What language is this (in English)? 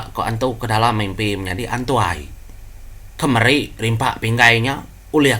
Iban